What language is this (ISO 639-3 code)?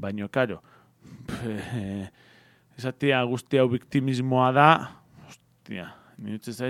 eus